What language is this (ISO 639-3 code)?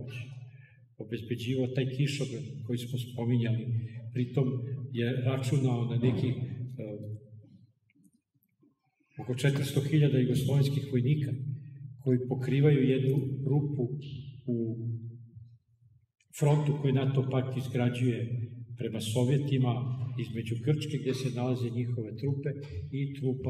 srp